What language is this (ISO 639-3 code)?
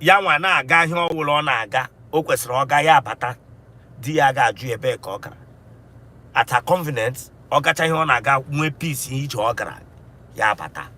ibo